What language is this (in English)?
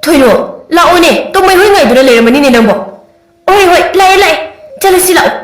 Manipuri